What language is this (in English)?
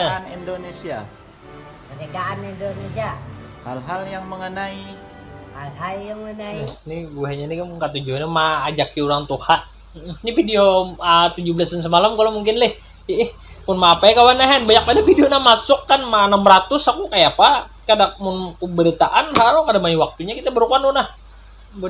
Banjar